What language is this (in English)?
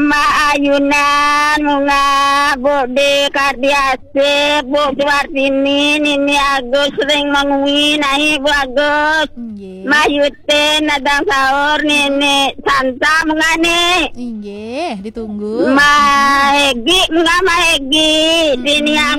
Balinese